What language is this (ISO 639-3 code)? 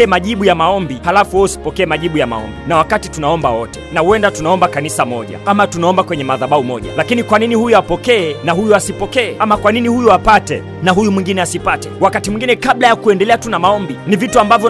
swa